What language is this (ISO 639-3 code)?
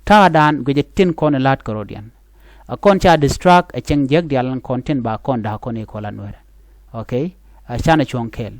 nus